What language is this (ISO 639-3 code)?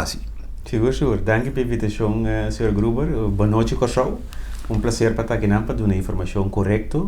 pap